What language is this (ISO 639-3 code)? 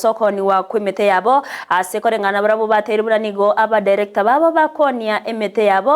guz